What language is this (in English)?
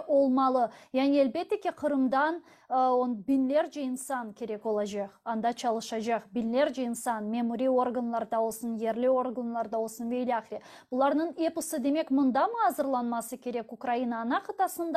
Crimean Tatar